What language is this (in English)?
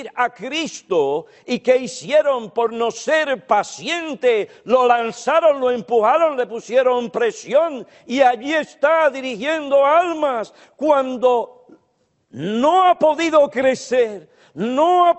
Spanish